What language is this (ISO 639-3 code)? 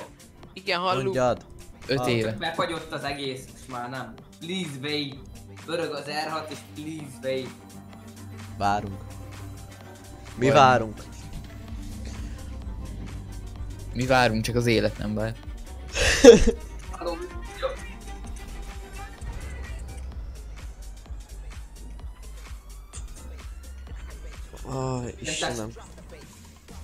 hun